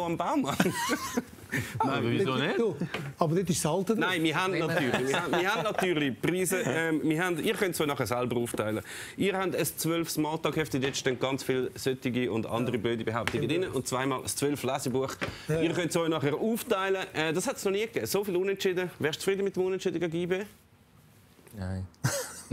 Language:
German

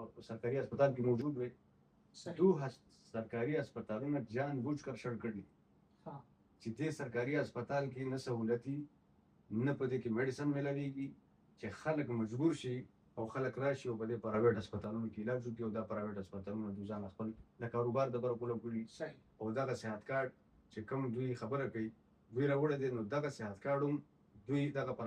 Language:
Pashto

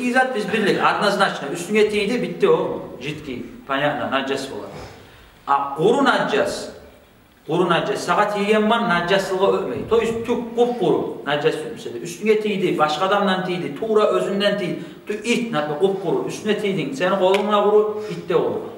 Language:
Kumyk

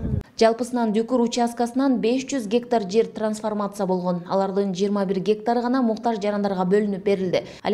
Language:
Kyrgyz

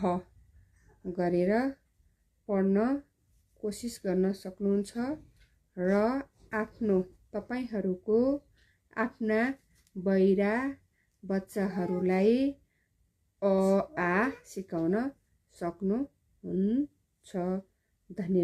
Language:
Nepali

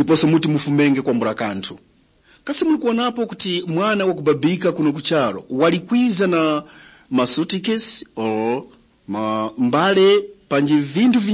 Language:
Tumbuka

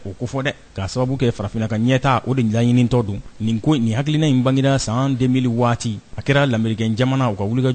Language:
Bambara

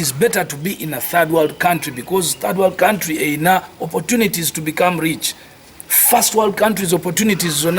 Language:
Ganda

